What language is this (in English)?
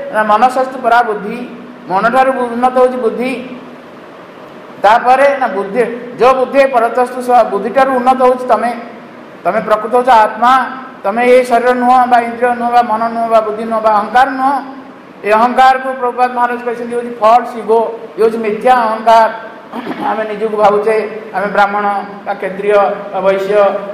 Odia